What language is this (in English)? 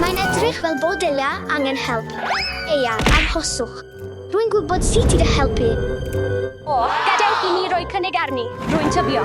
Welsh